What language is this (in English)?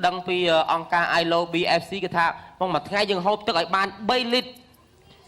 Khmer